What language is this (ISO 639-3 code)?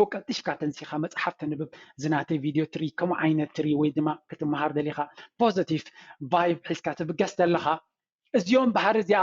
tir